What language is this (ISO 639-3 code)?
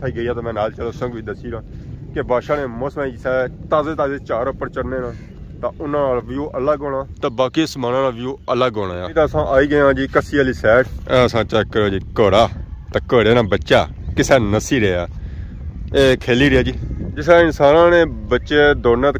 phr